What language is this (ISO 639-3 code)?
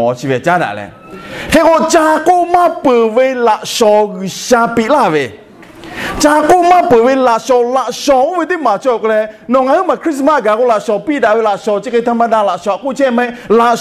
lhu